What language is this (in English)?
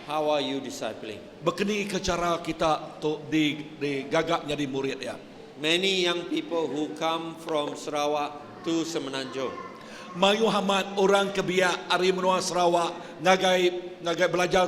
Iban